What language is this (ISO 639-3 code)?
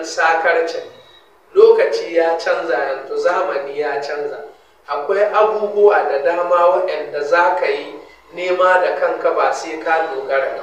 hau